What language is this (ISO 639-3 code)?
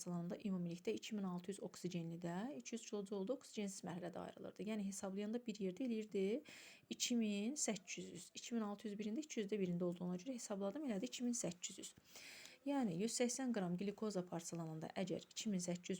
aze